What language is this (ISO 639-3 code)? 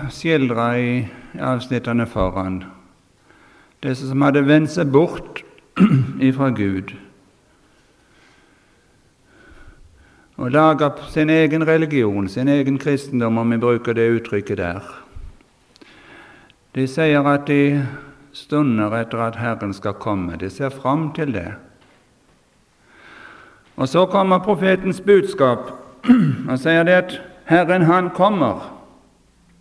nor